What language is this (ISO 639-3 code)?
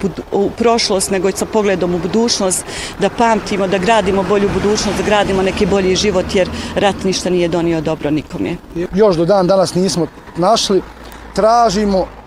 bos